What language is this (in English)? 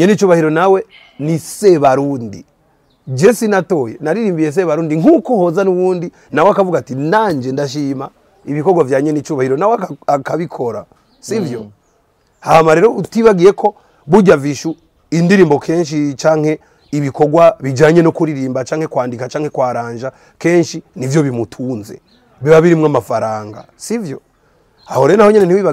Rundi